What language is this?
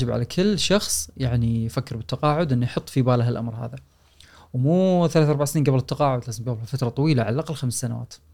Gulf Arabic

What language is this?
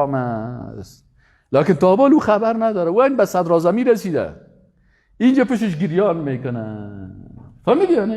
Persian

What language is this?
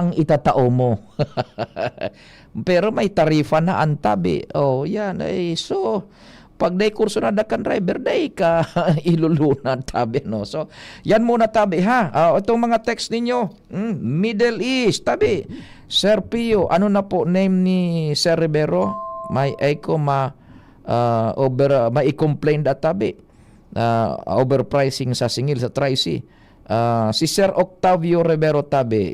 Bikol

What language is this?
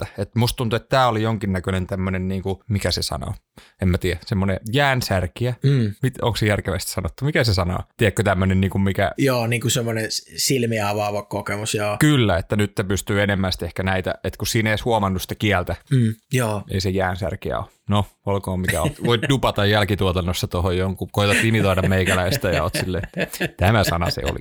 Finnish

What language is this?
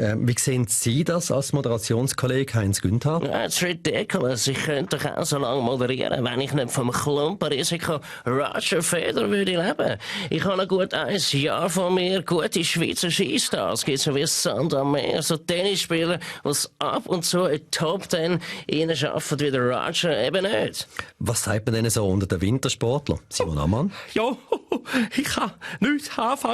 Swiss German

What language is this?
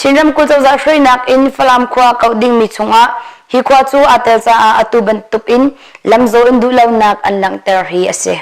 Hakha Chin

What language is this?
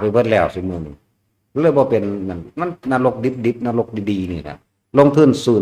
Northeastern Thai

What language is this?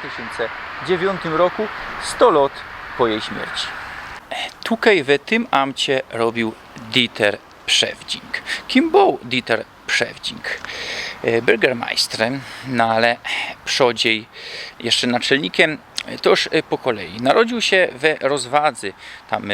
Silesian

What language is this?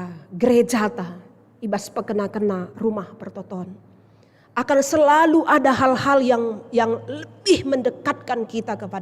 Batak Karo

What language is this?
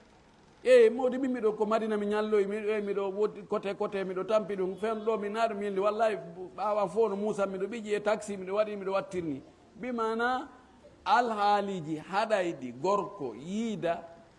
Fula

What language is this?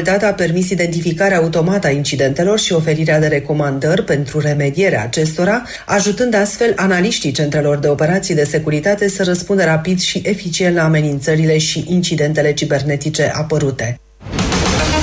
Romanian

